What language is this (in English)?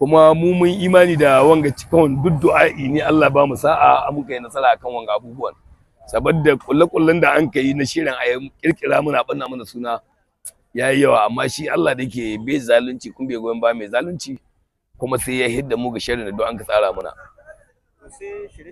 Hausa